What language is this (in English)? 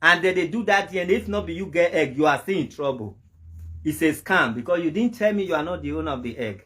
Nigerian Pidgin